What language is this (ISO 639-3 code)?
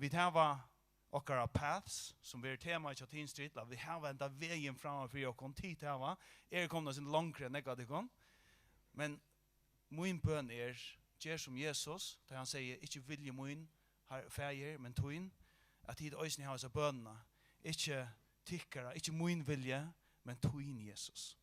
fao